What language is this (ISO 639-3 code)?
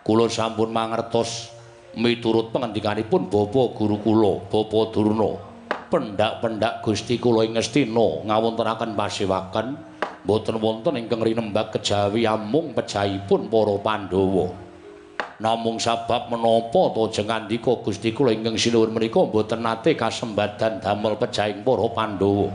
jav